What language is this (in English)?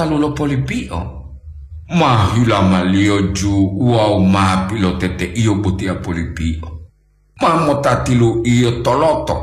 Gorontalo